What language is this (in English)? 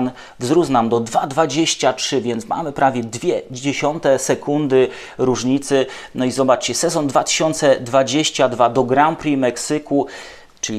Polish